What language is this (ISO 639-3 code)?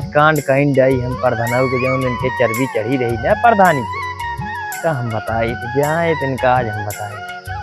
awa